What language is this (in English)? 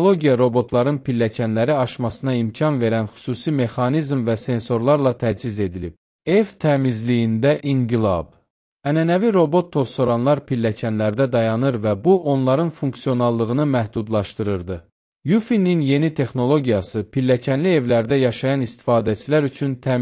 Azerbaijani